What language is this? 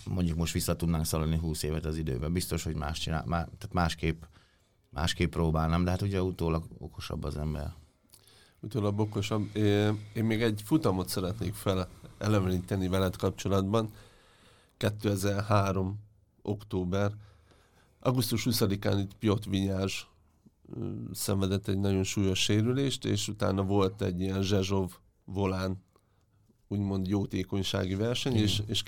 Hungarian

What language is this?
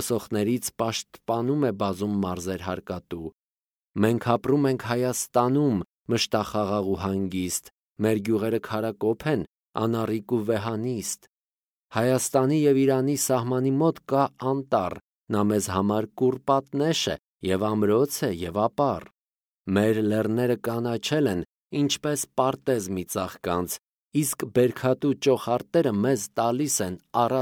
Armenian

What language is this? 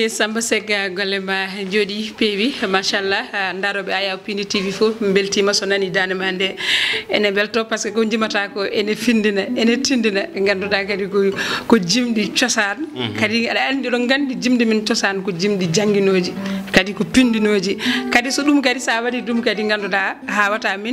Fula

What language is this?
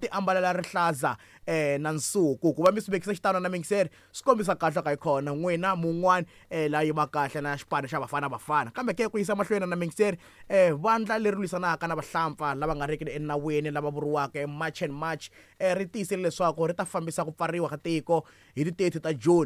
Tsonga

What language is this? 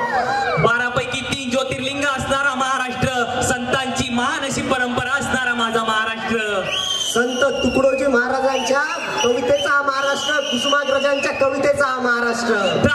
Marathi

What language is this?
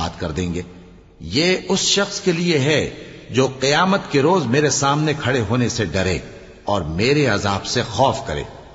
Urdu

